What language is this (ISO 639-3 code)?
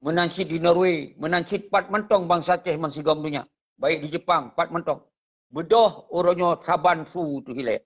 ace